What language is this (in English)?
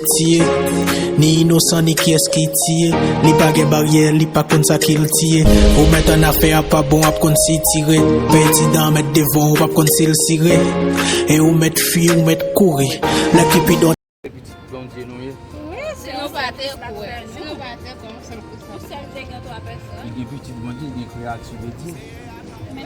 Haitian Creole